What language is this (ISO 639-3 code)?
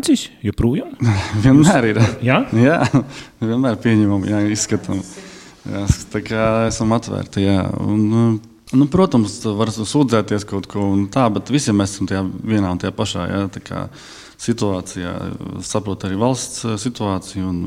lav